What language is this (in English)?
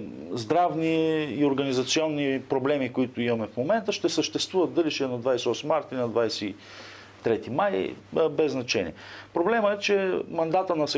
Bulgarian